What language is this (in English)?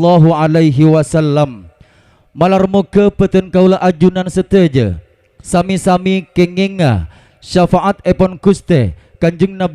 Madurese